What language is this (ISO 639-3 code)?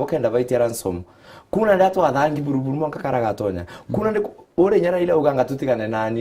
mer